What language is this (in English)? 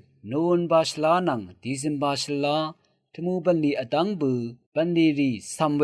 Rawang